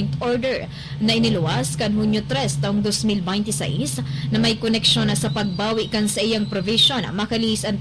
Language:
Bikol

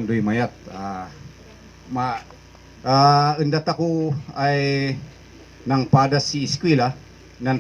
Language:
Kankanaey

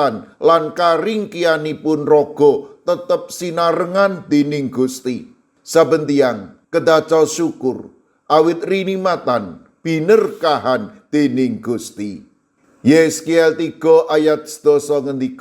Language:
Javanese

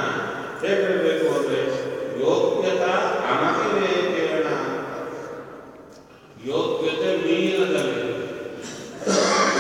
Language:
Kannada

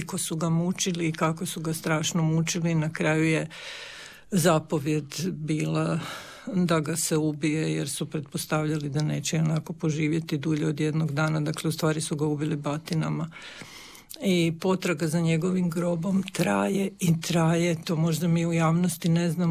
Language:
Croatian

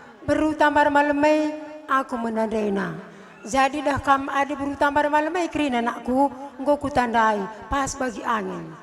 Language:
Batak Karo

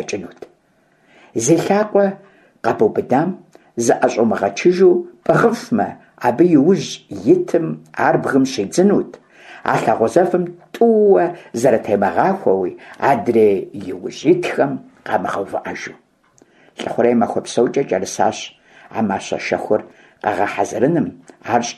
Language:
Kabardian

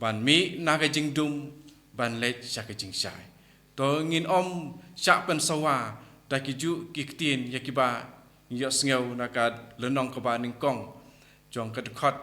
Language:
Khasi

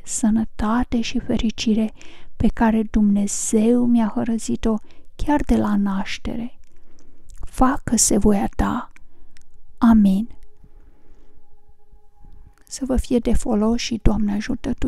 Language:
Romanian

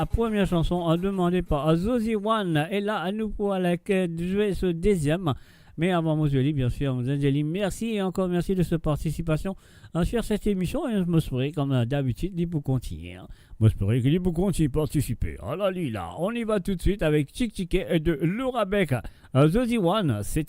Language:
Morisyen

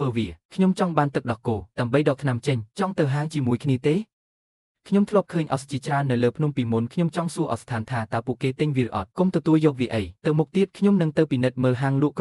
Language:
Khmer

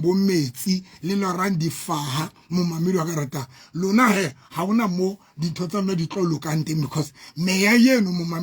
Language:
Southern Sotho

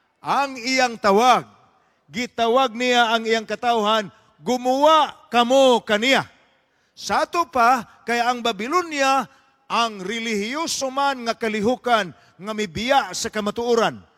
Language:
Cebuano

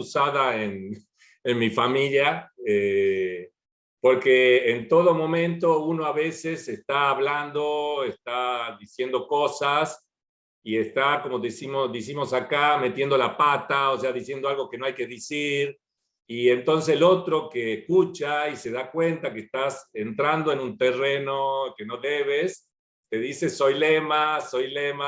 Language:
Ladino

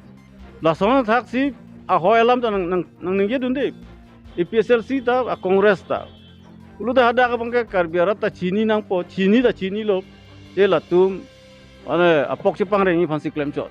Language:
Karbi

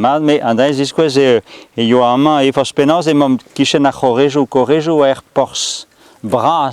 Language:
Breton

